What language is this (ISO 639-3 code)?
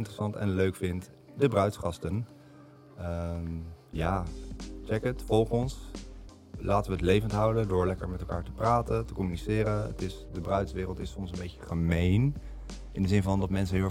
nld